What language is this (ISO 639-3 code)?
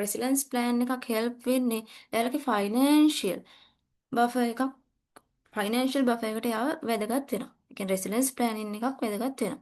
sin